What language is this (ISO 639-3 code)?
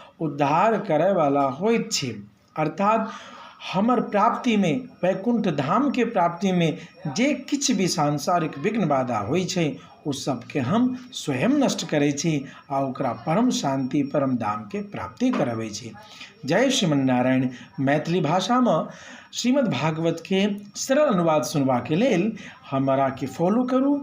mai